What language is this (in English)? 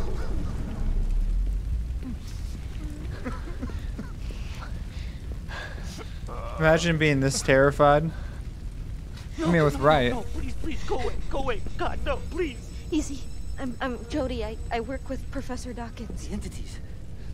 English